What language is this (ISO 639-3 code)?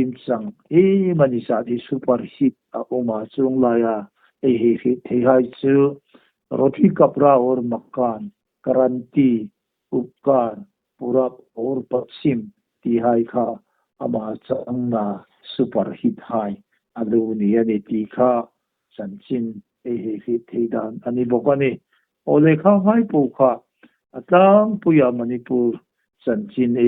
hmr